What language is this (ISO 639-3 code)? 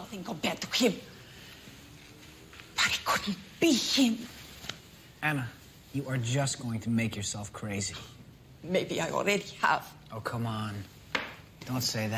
eng